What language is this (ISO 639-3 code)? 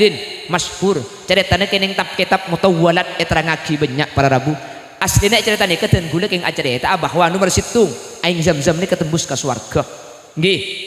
mad